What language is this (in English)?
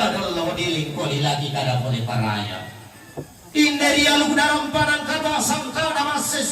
Toraja-Sa'dan